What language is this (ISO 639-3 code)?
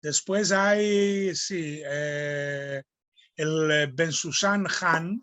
lad